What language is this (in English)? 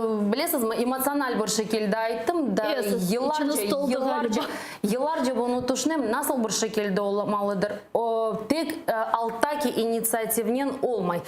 Crimean Tatar